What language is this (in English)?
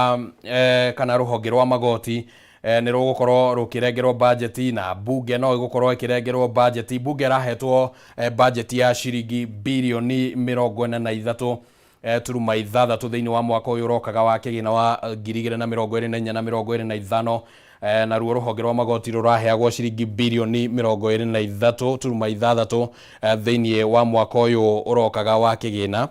Kikuyu